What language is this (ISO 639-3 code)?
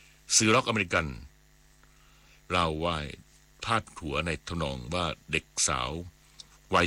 tha